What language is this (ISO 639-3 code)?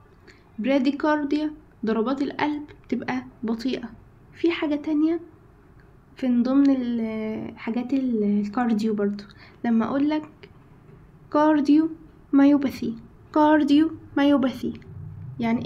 arz